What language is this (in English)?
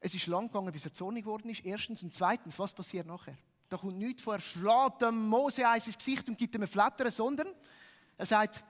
Swiss German